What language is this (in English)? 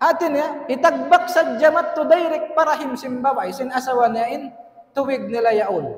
Tausug